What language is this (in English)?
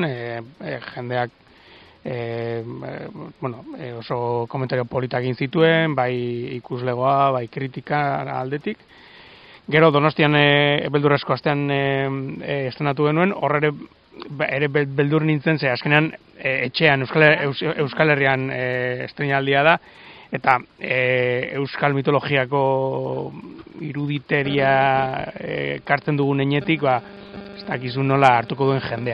Basque